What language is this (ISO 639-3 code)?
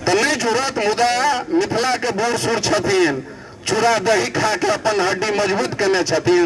mai